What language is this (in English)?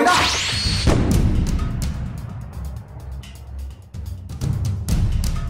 Vietnamese